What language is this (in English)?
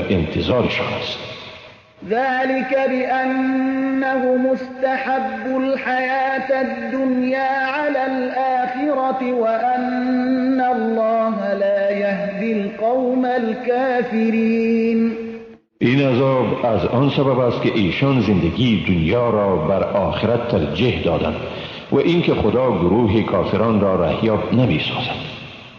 Persian